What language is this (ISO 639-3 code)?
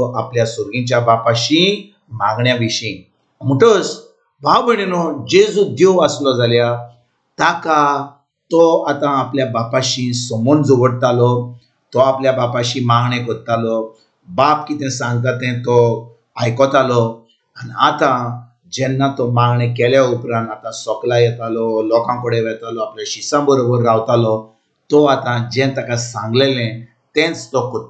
kok